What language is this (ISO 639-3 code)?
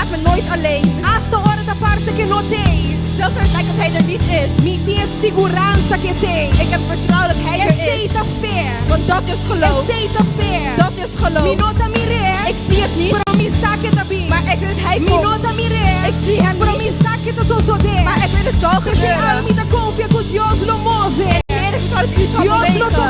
pap